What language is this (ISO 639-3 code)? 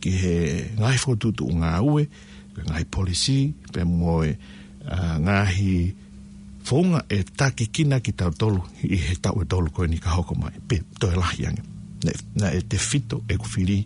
ton